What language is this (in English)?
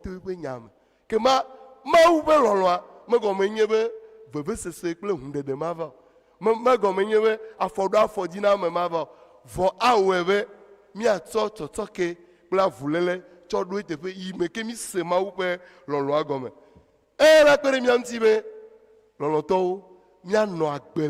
Ewe